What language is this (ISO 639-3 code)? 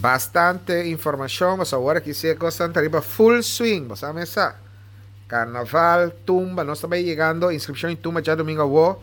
pap